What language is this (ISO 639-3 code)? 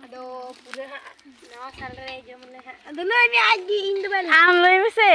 sat